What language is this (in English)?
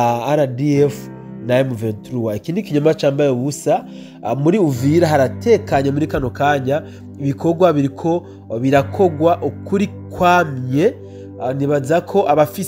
Rundi